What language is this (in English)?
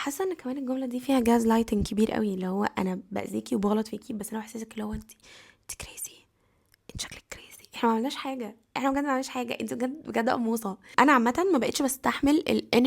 Egyptian Arabic